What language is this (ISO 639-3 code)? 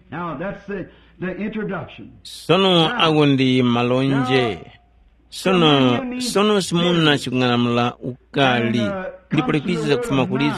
tum